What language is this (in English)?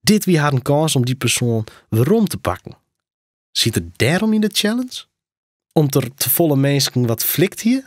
Western Frisian